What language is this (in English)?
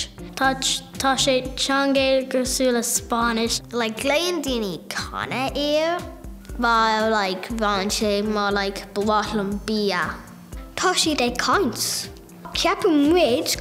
Irish